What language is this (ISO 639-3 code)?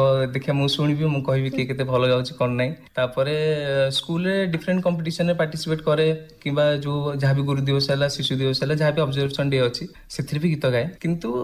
ori